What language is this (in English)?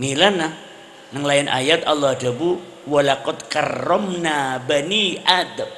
Madurese